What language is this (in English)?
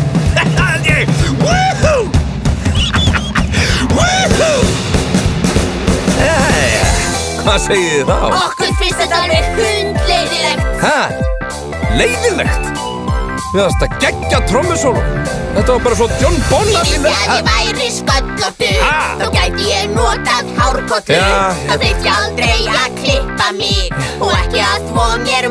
Icelandic